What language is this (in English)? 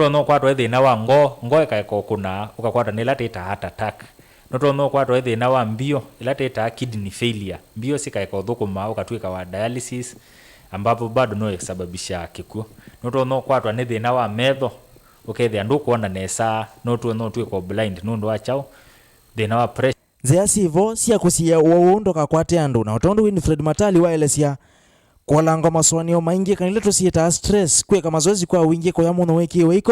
Kamba